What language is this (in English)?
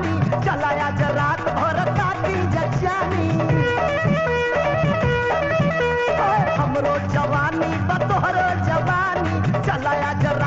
Bhojpuri